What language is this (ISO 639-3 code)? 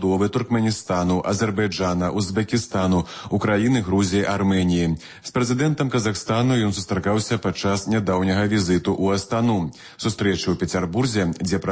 bel